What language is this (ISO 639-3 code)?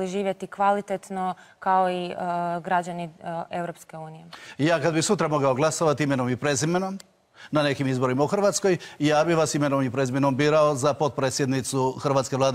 hrv